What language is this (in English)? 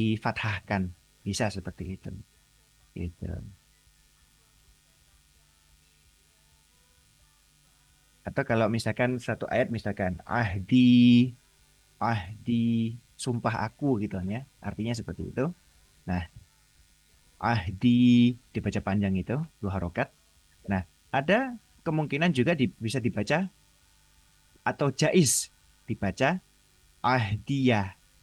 Indonesian